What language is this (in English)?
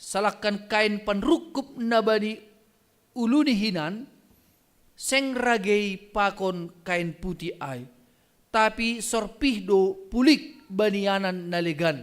Batak Simalungun